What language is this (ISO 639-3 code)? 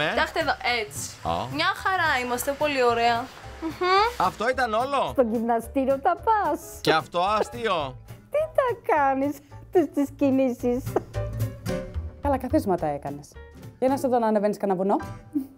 ell